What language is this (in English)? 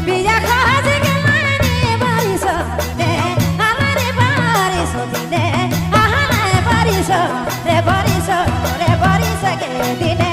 Sadri